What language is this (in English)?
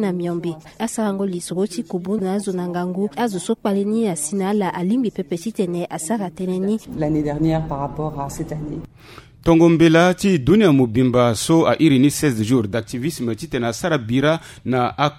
Sango